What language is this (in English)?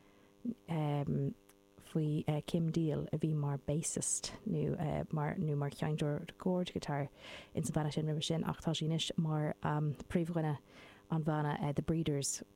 Irish